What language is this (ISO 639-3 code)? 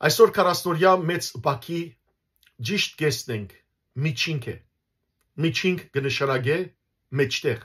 hyw